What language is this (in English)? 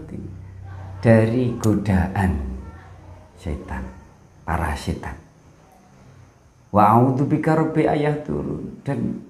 Indonesian